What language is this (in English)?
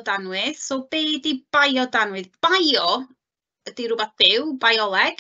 Welsh